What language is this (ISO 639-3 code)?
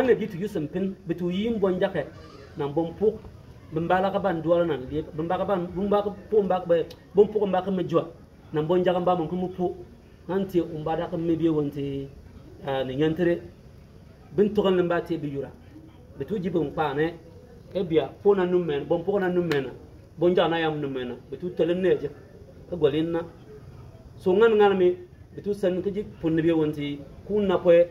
bim